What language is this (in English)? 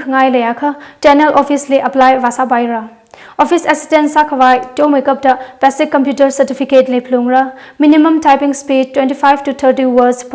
Tangkhul Naga (India)